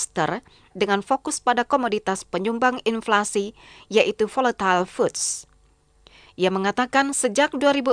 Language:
Indonesian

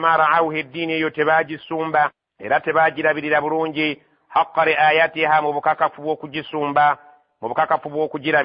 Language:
Ganda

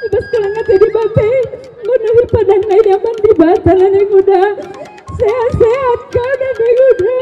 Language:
Batak Karo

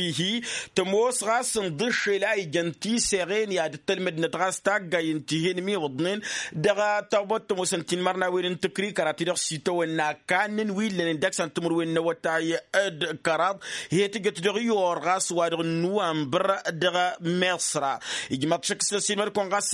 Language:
Tamasheq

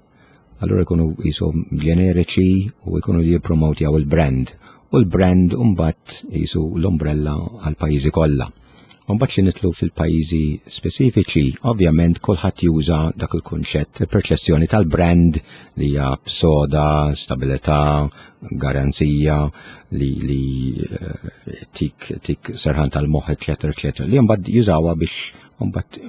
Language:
Maltese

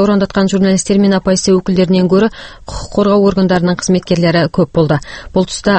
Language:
Kazakh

